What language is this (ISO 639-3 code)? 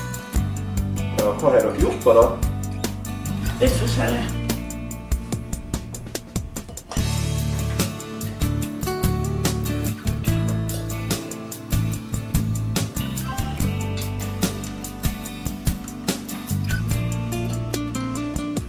nor